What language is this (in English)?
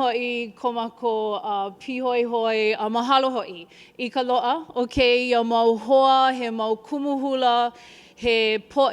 Hawaiian